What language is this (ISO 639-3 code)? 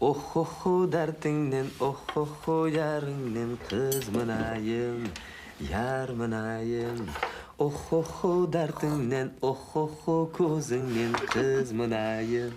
kaa